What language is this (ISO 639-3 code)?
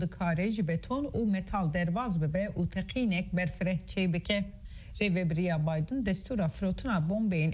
kur